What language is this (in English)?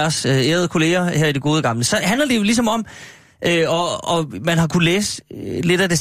Danish